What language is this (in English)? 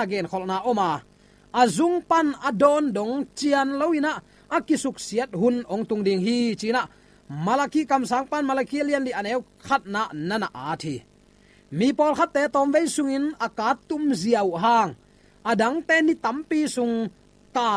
Tedim Chin